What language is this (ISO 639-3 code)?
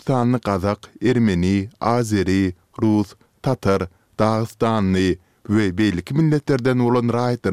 tuk